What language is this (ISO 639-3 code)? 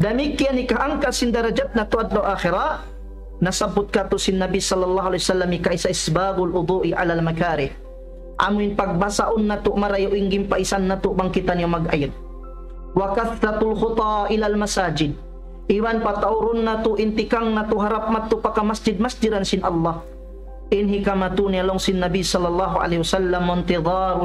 tsg